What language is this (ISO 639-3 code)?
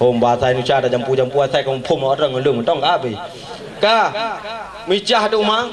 ace